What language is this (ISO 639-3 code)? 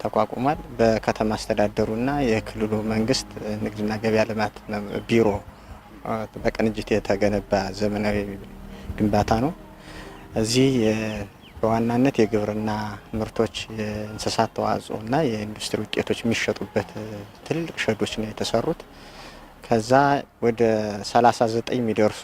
amh